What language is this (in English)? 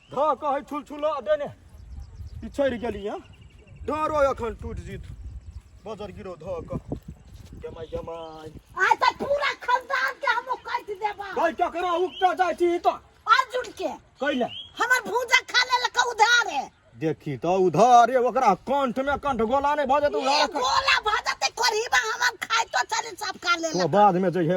Maithili